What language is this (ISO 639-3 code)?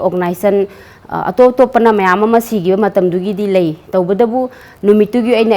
mni